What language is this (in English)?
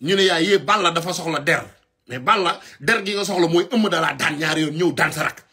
Wolof